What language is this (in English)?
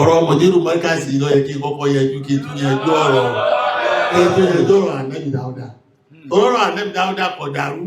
Yoruba